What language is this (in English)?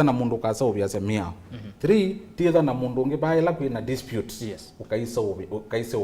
Kamba